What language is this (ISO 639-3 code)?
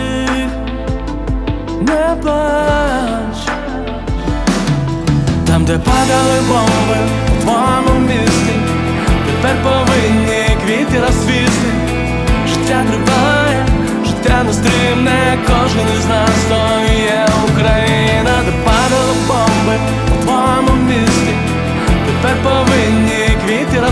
ukr